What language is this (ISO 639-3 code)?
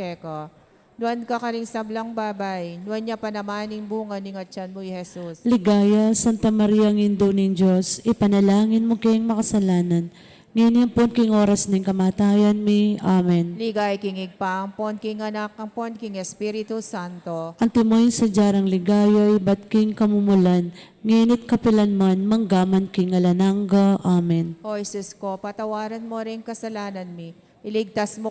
pam